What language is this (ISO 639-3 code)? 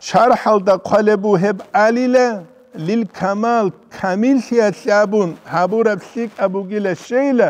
ava